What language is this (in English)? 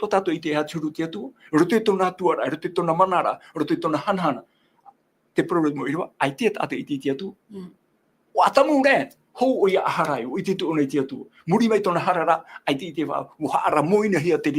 Tahitian